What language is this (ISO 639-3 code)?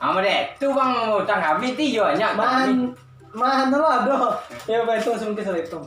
min